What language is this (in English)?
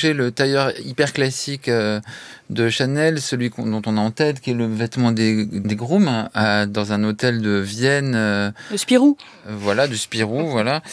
French